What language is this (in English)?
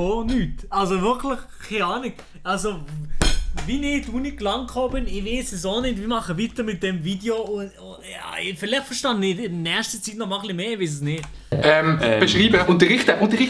Swiss German